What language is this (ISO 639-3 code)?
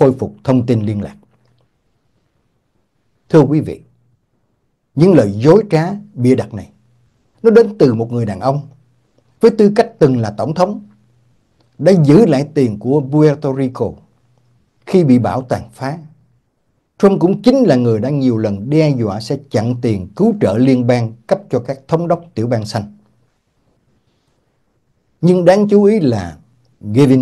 vie